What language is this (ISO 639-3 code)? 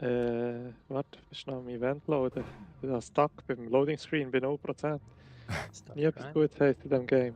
gsw